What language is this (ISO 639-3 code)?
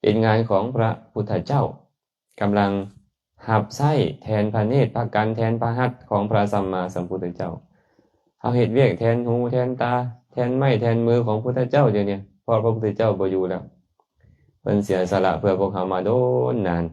lao